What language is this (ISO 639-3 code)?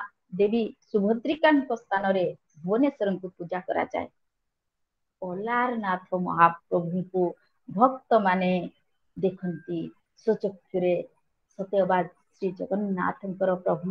ori